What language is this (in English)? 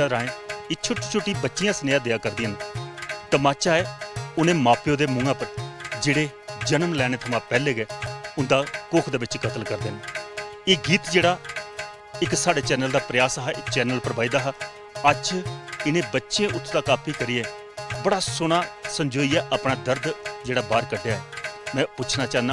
Dogri